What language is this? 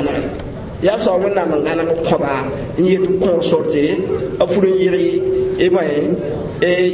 Mossi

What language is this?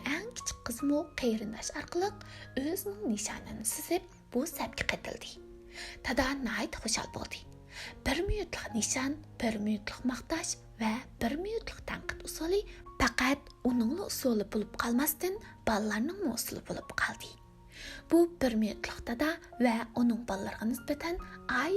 Uyghur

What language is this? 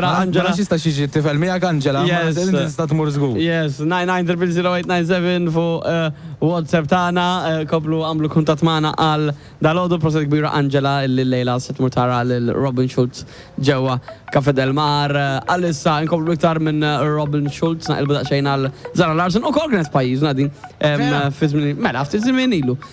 Maltese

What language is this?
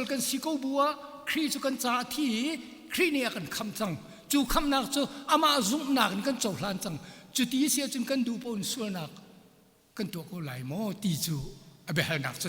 Hakha Chin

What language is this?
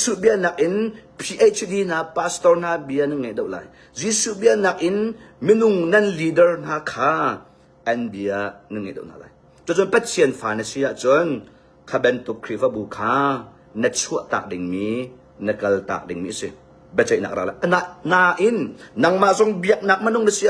Hakha Chin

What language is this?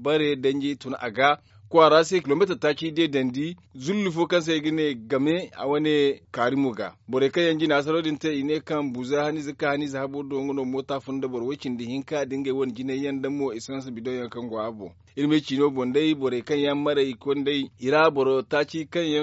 Zarma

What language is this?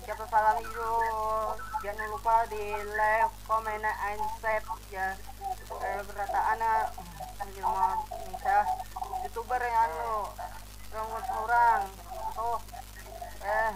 Banjar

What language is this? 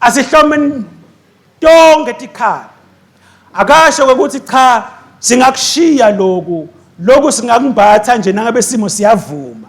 Swati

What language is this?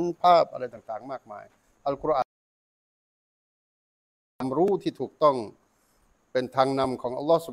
Thai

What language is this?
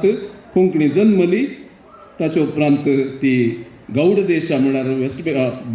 Konkani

